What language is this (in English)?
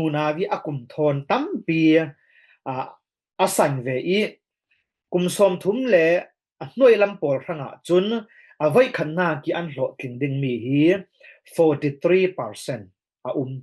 Falam Chin